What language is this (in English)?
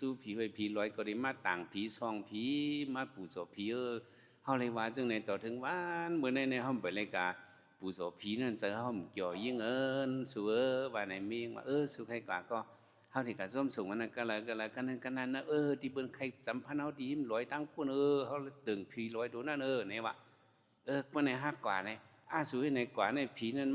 Shan